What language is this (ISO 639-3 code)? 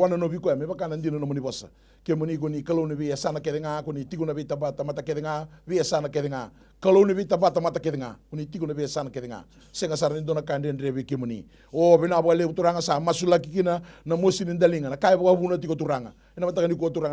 fij